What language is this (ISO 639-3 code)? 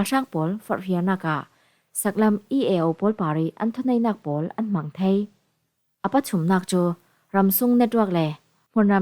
cfm